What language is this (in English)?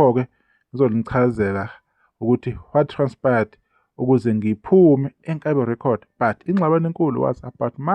Zulu